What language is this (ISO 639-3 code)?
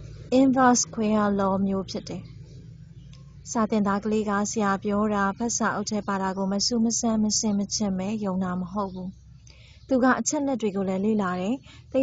mya